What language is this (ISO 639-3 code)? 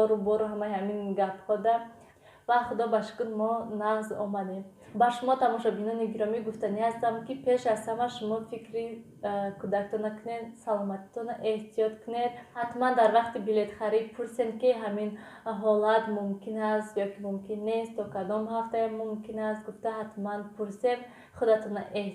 tgk